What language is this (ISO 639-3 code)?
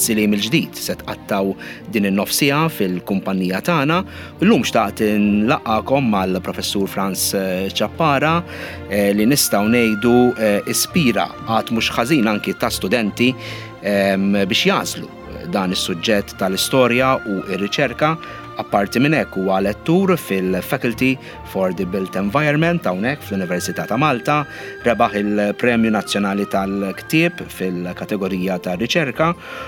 mlt